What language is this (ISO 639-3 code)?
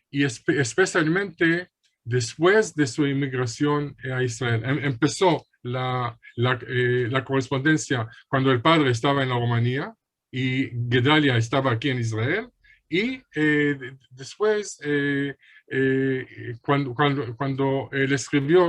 lad